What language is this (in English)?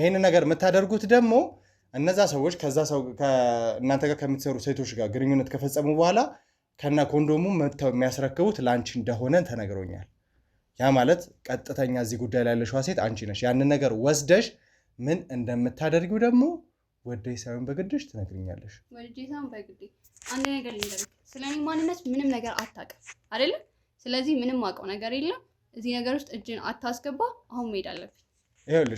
Amharic